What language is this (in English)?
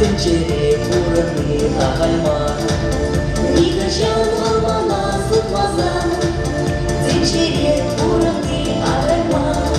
Chuvash